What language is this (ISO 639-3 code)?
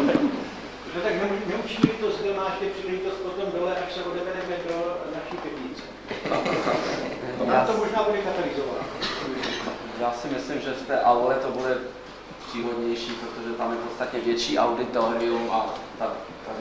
ces